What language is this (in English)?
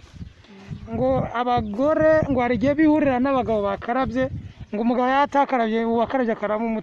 Kinyarwanda